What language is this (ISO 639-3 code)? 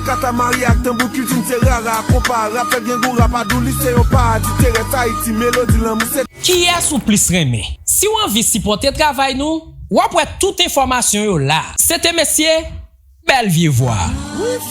hat